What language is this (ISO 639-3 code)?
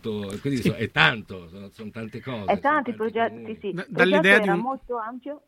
ita